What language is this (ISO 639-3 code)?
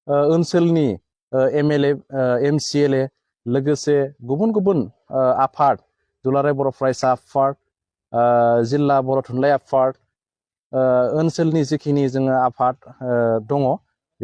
brx